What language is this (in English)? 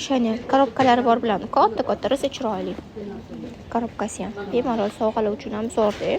Uzbek